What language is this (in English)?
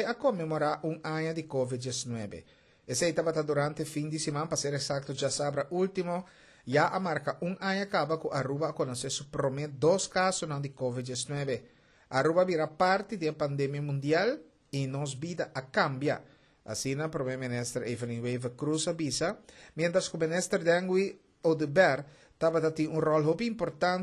Papiamento